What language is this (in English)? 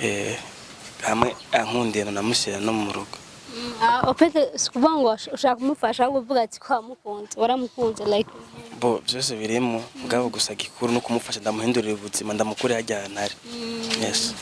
Rundi